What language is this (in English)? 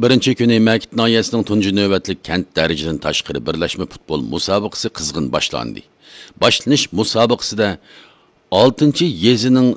Uyghur